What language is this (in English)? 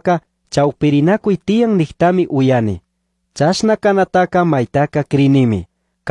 Chimborazo Highland Quichua